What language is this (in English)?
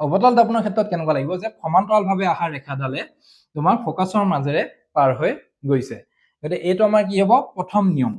Assamese